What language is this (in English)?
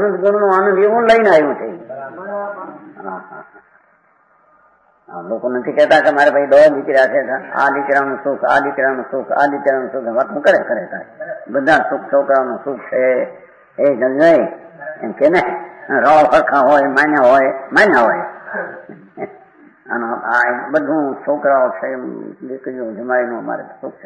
Gujarati